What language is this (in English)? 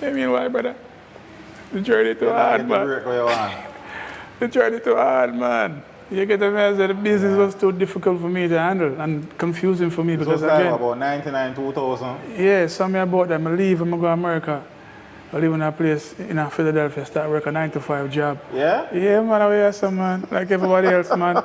Jamaican Creole English